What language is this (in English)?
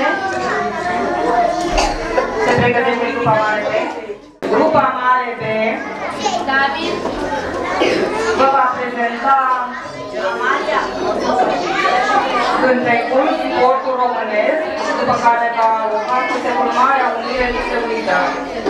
Romanian